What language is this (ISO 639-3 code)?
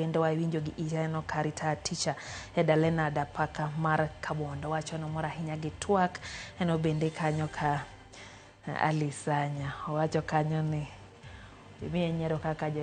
luo